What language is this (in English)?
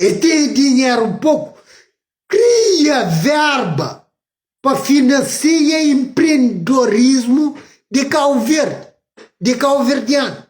Kabuverdianu